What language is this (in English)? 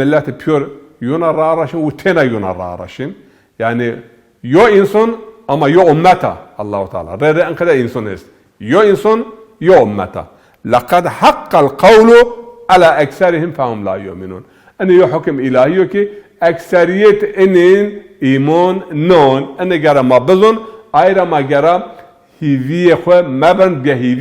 Zaza